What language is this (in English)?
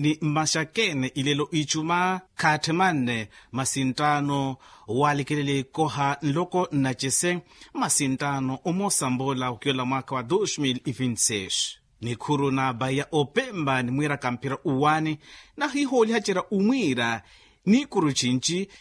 Makhuwa